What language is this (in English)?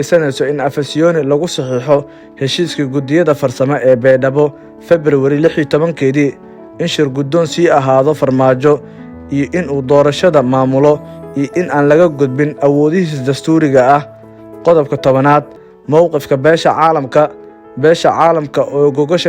Somali